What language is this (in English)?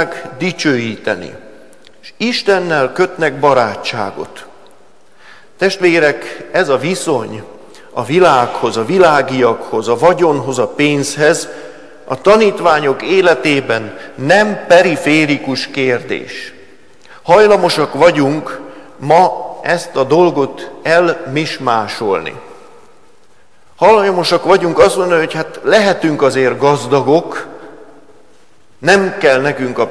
Hungarian